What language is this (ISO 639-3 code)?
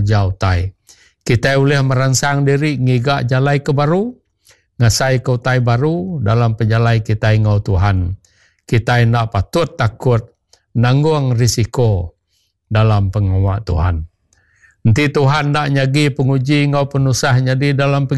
iba